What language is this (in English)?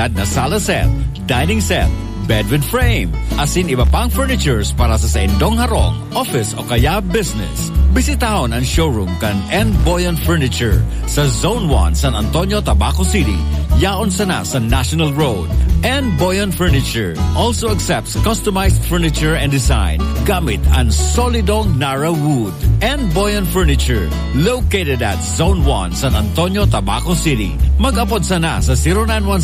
Bikol